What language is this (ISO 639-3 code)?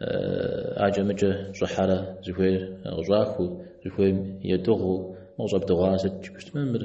kbd